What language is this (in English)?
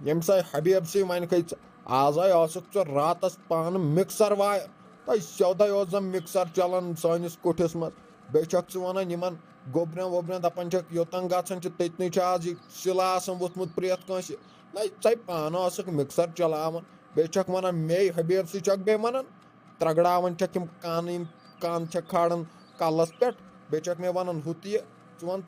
Kashmiri